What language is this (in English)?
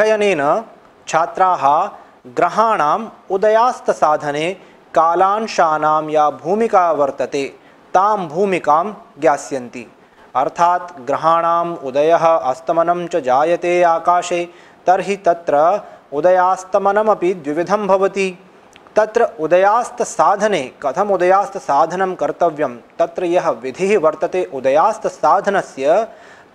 Sanskrit